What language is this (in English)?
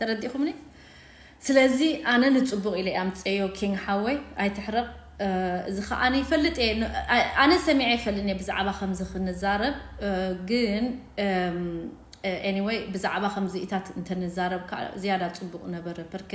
Tigrinya